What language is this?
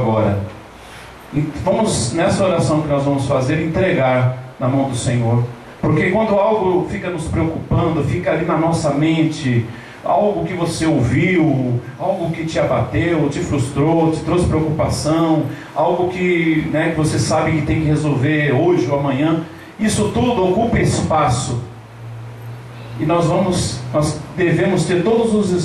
Portuguese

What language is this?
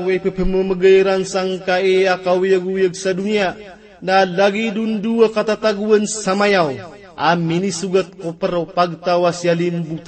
Maranao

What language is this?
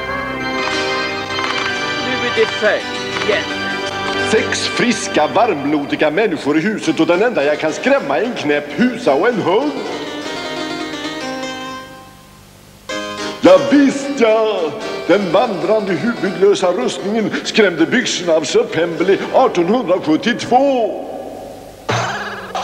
Swedish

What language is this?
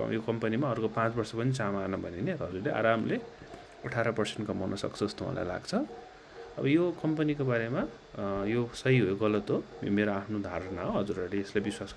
Nepali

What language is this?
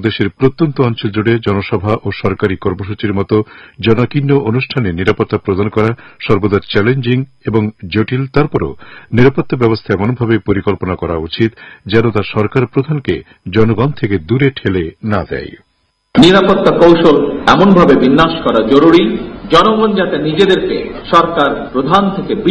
Bangla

